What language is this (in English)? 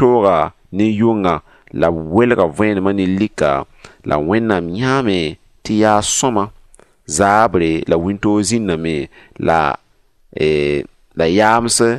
Mossi